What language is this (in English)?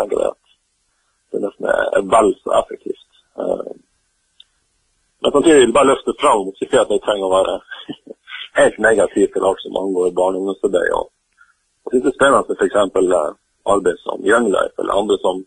Norwegian